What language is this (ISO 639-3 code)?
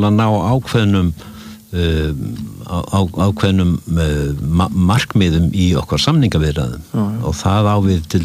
isl